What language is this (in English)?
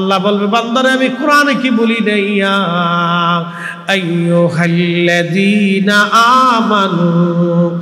Bangla